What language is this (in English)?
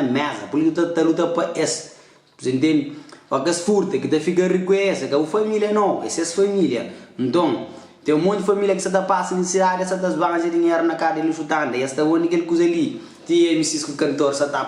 Kabuverdianu